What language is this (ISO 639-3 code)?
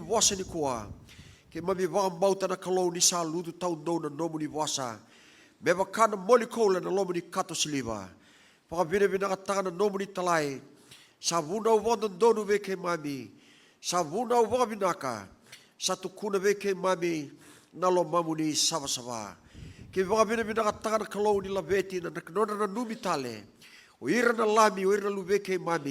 fij